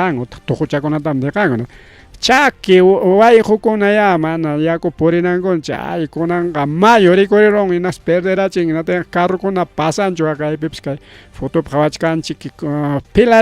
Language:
Ayacucho Quechua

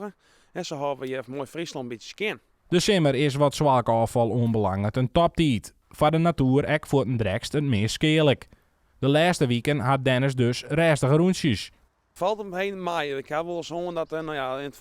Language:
Western Frisian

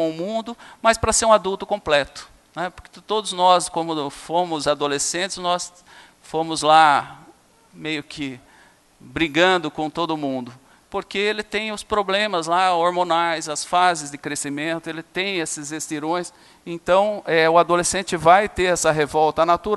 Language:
Portuguese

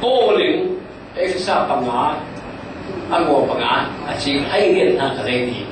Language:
Falam Chin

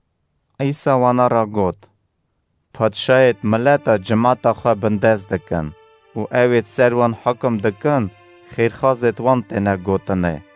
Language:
Kurdish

